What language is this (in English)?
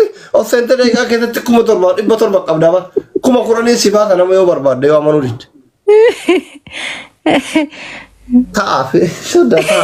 Oromo